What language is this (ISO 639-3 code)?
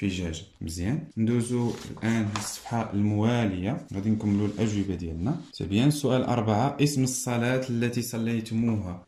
ary